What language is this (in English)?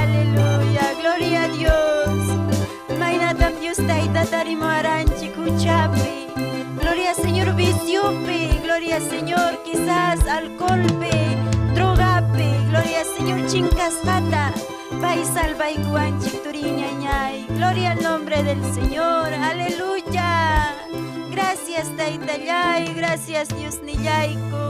Ayacucho Quechua